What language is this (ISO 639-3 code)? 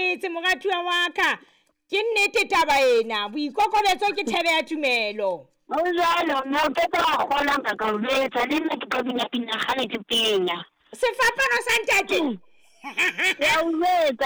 sot